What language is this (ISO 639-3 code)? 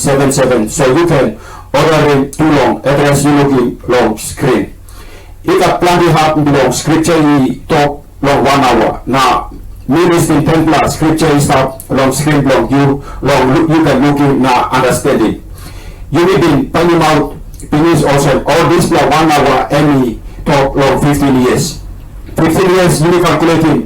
tpi